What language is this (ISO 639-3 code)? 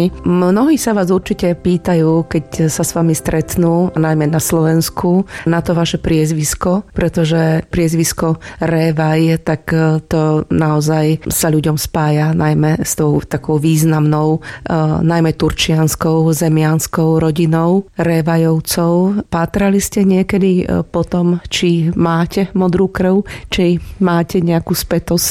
slk